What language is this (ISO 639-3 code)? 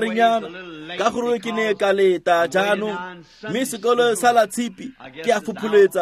tsn